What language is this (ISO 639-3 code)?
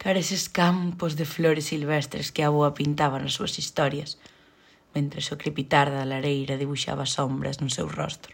glg